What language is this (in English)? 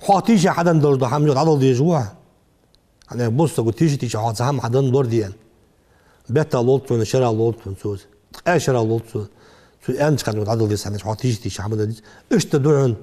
Ingush